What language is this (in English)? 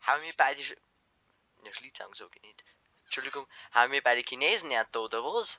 Bavarian